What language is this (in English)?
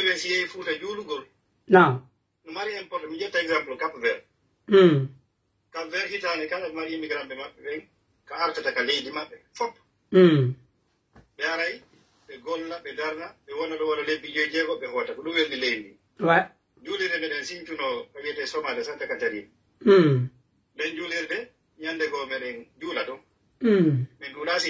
Pular